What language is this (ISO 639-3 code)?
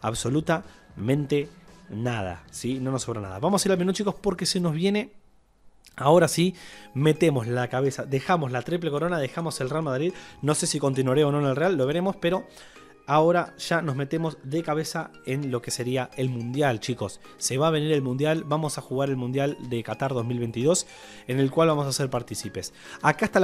spa